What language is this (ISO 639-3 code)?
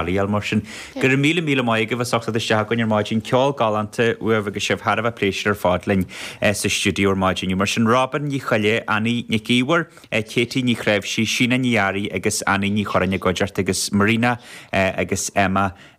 gle